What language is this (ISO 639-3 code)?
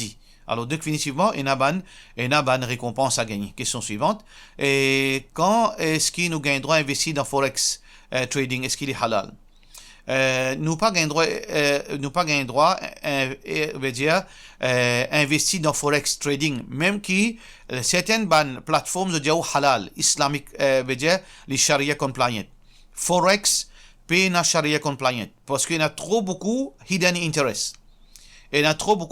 mfe